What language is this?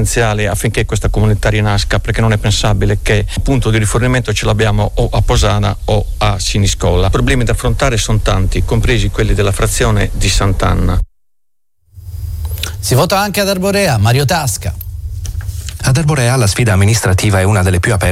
Italian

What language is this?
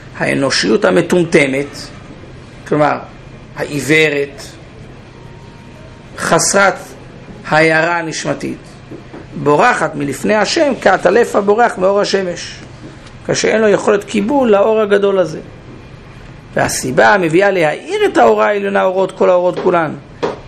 Hebrew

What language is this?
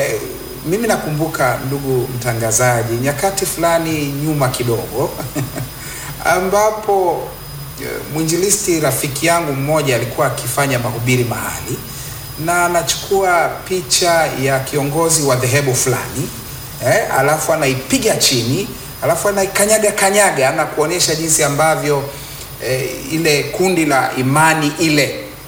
Swahili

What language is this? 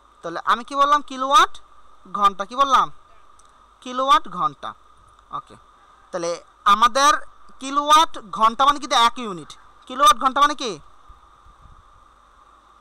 Bangla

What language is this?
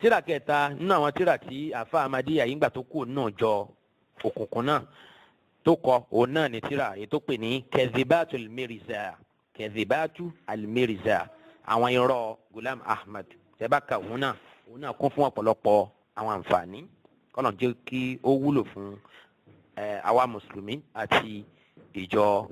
Yoruba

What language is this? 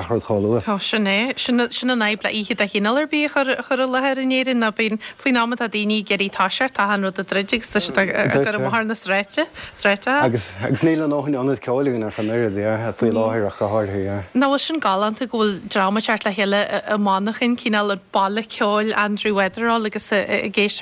Irish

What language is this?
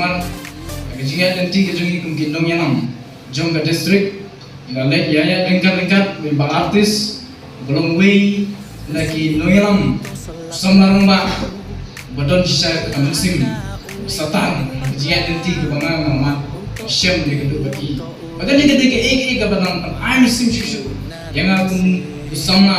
Khasi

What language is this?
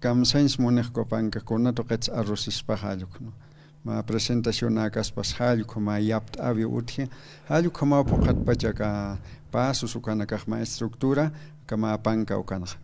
Aymara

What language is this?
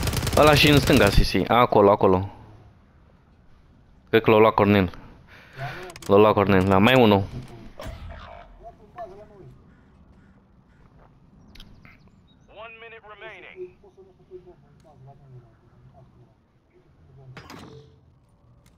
Romanian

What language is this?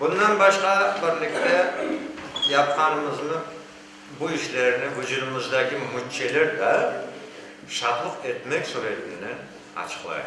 Crimean Tatar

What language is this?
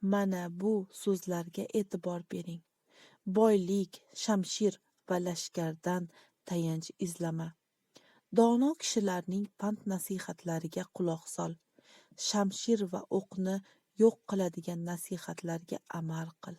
Uzbek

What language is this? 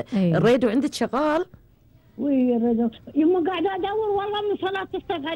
Gulf Arabic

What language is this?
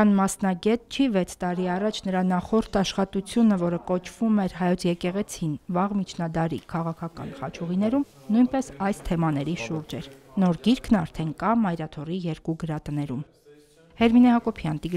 Armenian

